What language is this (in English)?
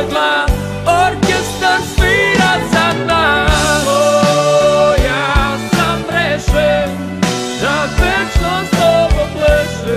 Serbian